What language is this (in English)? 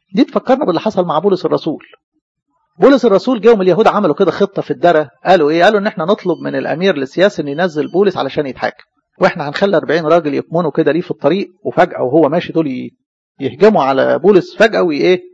Egyptian Arabic